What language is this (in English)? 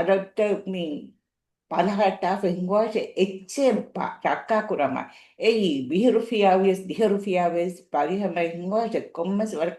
Divehi